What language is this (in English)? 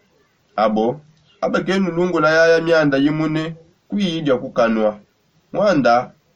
Songe